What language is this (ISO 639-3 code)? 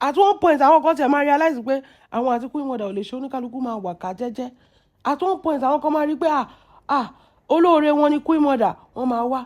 yor